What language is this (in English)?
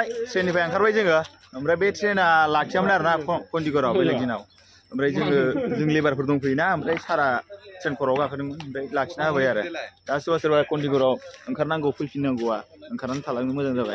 Bodo